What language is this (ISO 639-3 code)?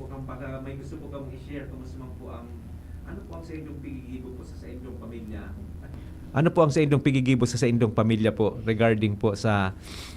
bik